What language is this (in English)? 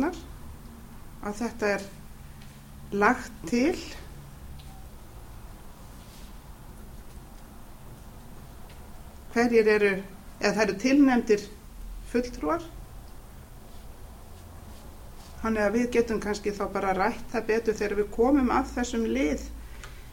Icelandic